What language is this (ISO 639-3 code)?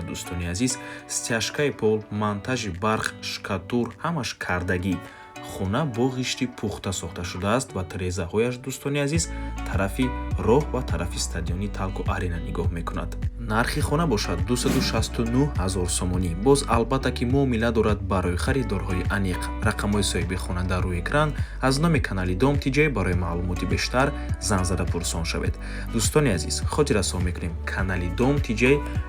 tgk